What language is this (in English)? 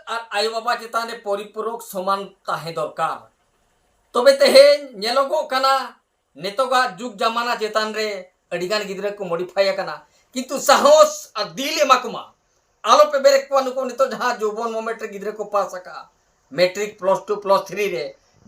Santali